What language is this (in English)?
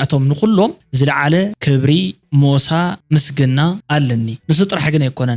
Tigrinya